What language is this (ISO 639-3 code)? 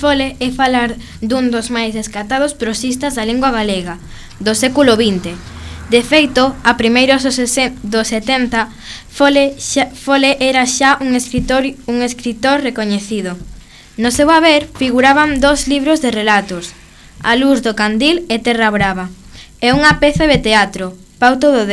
glg